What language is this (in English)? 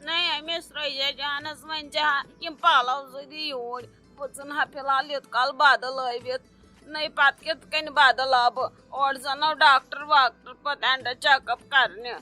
Kashmiri